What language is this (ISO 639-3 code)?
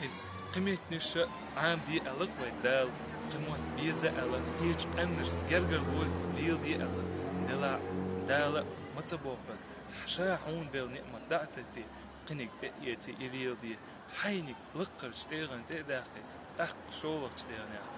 che